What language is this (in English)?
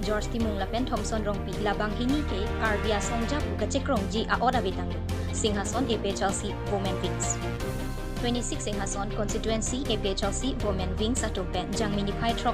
Karbi